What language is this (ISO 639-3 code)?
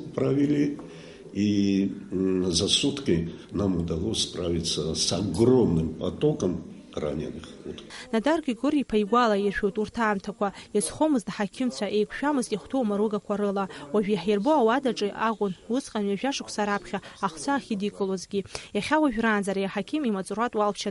abk